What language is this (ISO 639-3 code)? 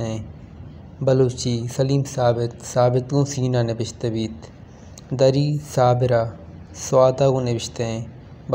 bal